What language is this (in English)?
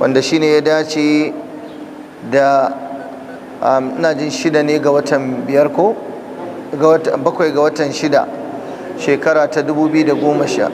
Hausa